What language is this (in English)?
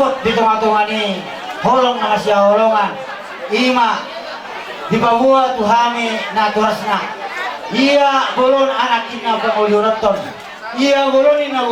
Batak Toba